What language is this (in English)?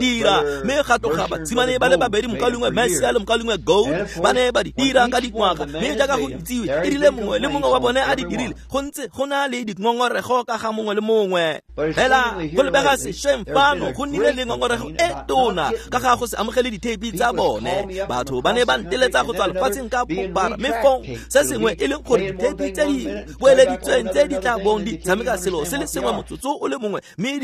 Tswana